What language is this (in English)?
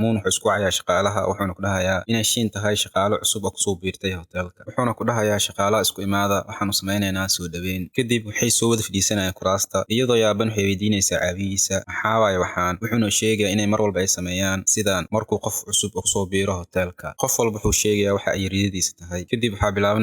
Somali